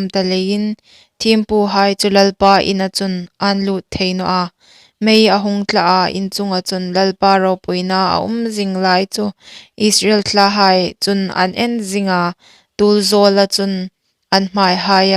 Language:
Hmar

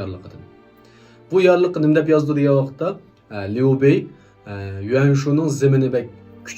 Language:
Uyghur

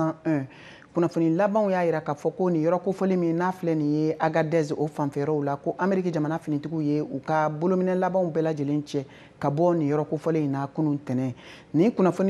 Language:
Bambara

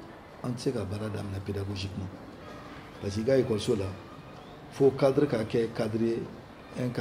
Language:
Bambara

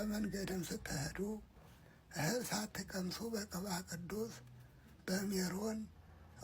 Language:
Amharic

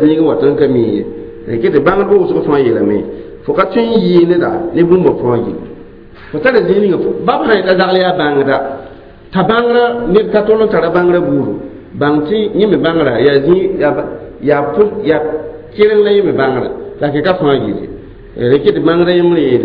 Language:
Mossi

